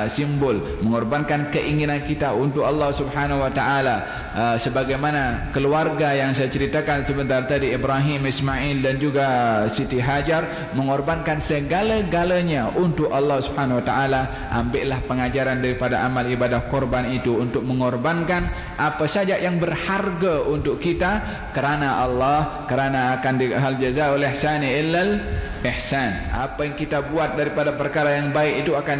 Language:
Malay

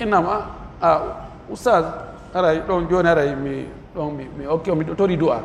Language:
Pular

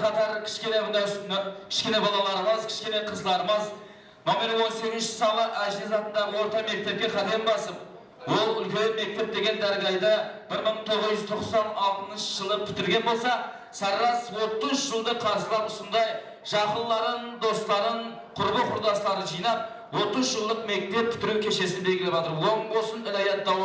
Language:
Kara-Kalpak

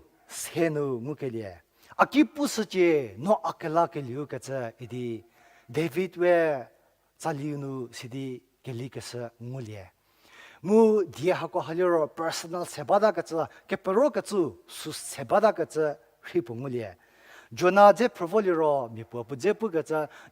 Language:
Angami Naga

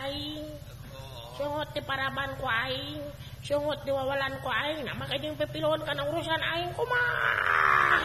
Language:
Sundanese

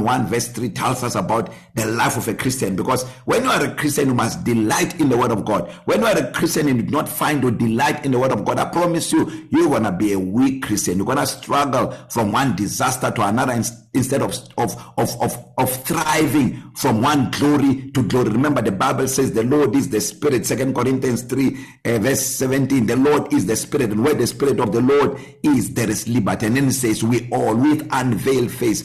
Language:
English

